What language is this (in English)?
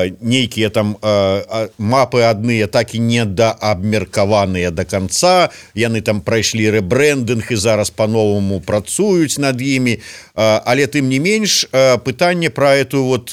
Belarusian